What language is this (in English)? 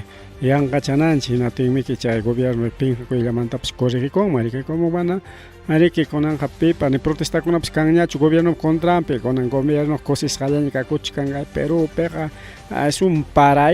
Ayacucho Quechua